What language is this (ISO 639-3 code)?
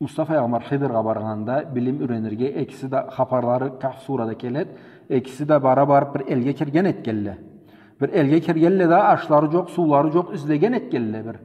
krc